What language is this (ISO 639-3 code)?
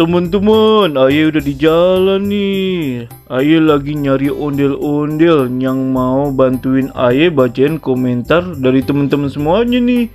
bew